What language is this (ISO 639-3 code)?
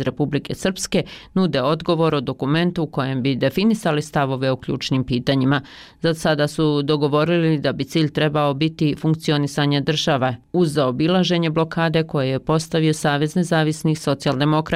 bos